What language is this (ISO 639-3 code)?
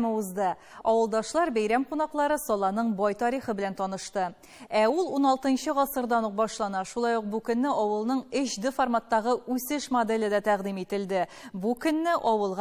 tat